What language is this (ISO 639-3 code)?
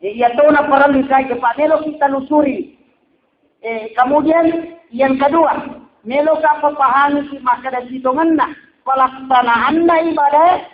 bug